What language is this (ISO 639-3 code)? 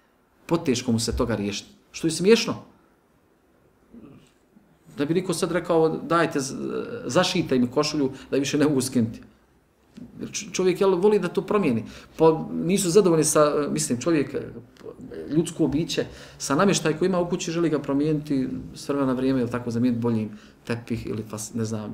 bos